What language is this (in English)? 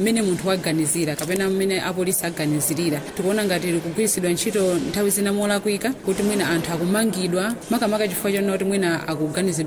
Nyanja